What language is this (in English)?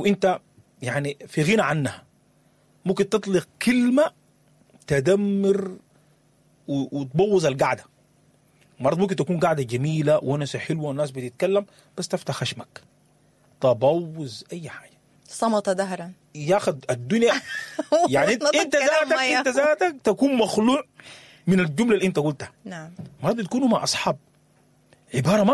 Sudanese Arabic